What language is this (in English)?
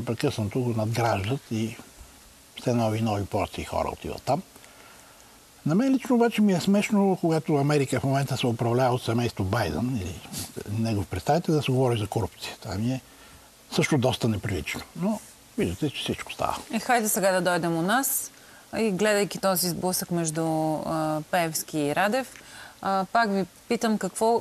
Bulgarian